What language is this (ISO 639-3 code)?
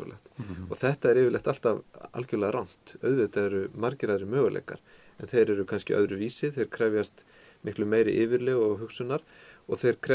isl